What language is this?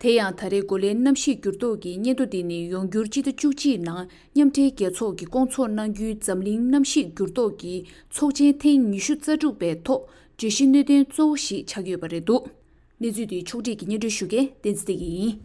Tibetan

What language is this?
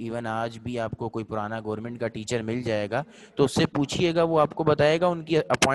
Urdu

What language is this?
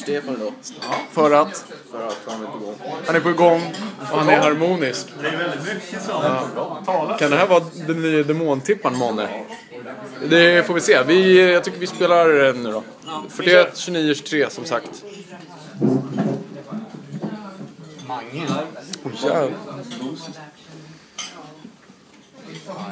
Swedish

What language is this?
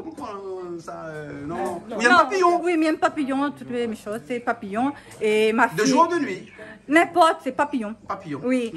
Réunion Creole French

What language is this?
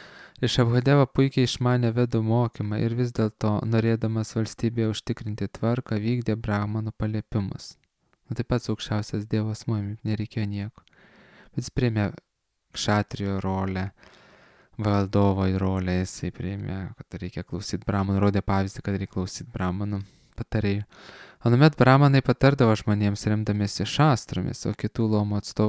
Lithuanian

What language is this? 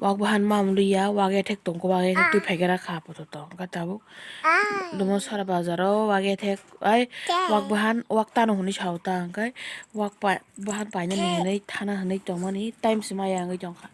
Kok Borok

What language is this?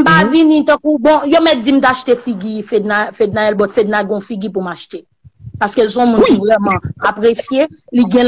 Haitian Creole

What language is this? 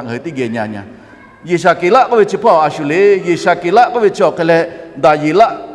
Lahu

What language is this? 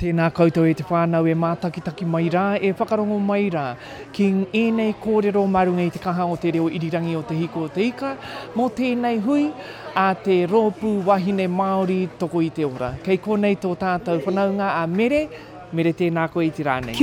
Māori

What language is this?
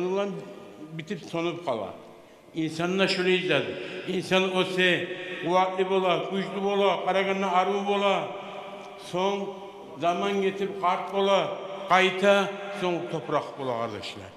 Kumyk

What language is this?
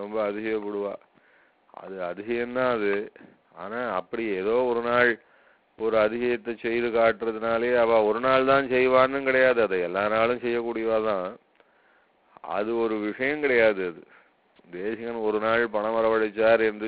Tamil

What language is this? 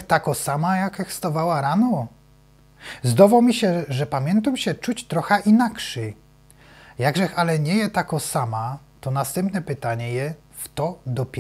Silesian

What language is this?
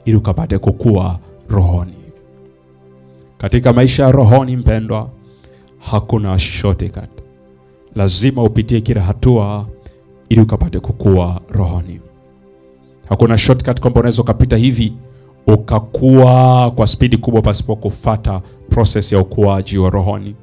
Swahili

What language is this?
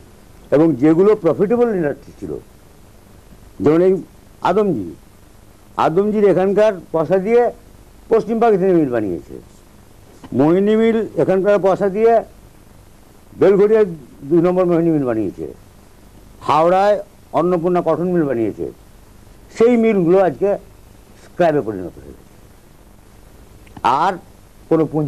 Bangla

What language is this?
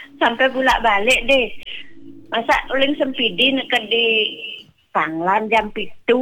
Balinese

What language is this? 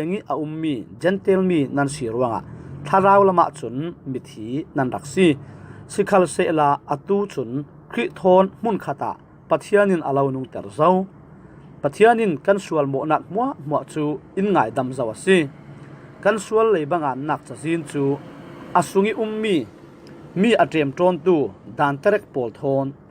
Falam Chin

